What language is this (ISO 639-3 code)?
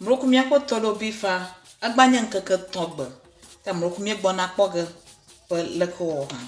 ewe